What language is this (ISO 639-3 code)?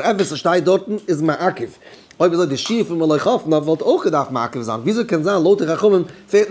yid